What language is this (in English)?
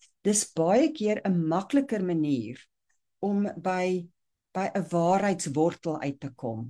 Afrikaans